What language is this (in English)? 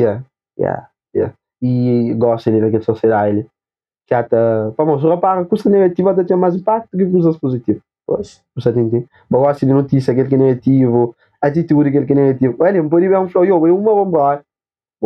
Kabuverdianu